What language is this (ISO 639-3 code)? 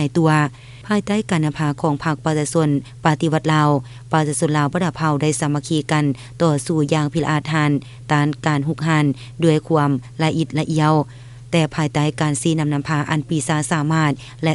lao